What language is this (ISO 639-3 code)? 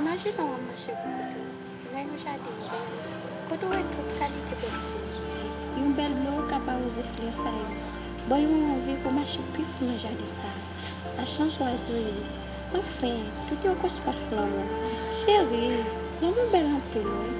hat